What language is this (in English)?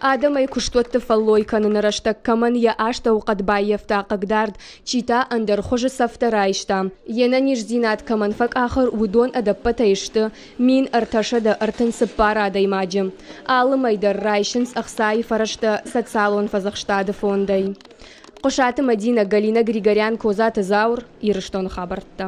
Ossetic